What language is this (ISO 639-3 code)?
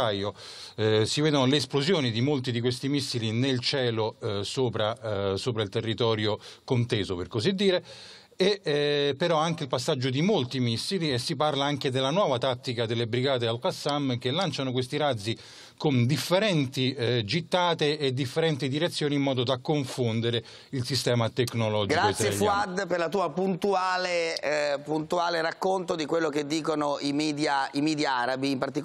ita